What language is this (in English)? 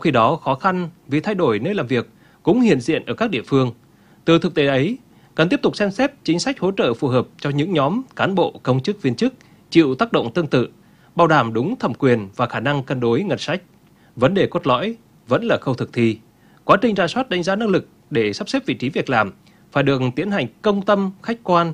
Vietnamese